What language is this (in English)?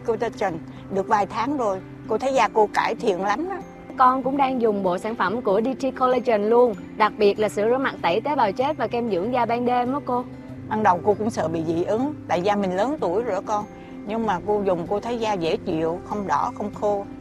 Vietnamese